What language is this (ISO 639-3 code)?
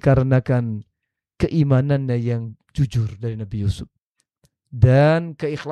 ind